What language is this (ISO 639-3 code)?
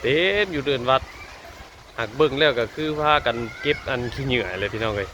tts